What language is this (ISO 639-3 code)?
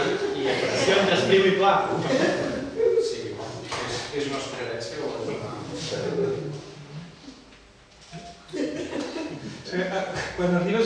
cat